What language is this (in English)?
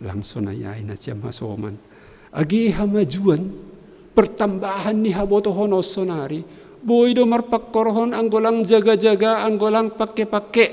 Batak Simalungun